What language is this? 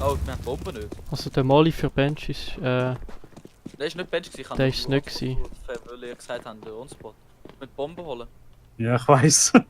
Swiss German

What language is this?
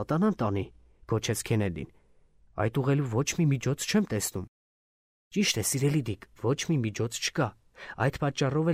Armenian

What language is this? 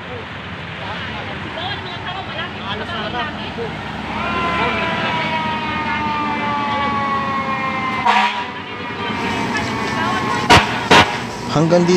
Filipino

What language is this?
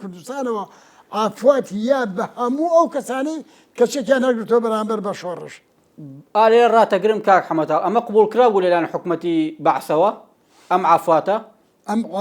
Central Kurdish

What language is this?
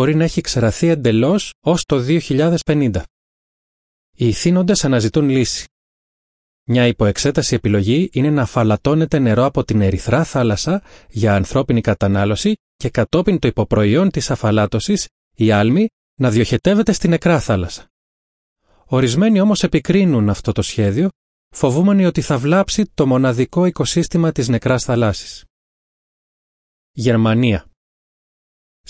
Greek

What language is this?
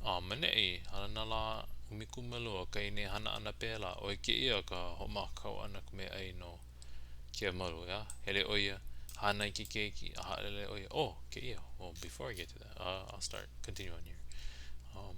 Hawaiian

